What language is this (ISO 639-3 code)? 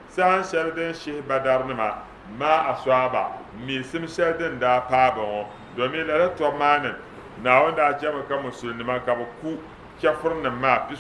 dag